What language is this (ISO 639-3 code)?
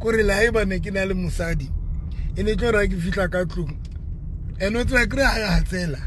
sot